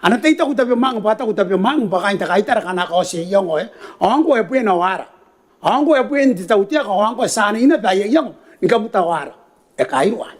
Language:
Gilbertese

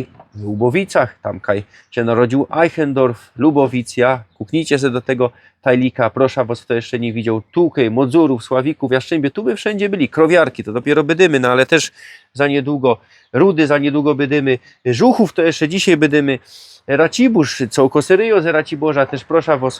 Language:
Silesian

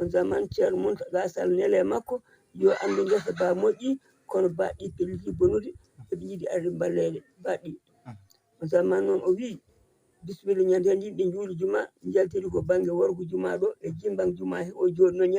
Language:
Fula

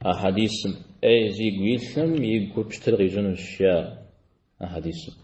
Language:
Kabardian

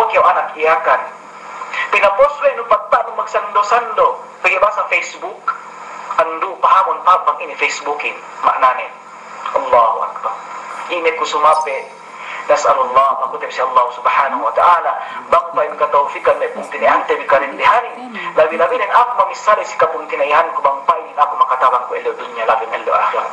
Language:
Yakan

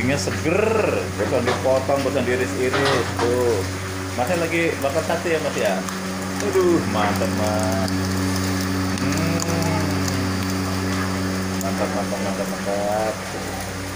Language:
Indonesian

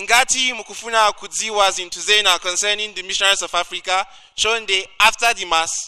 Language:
Nyanja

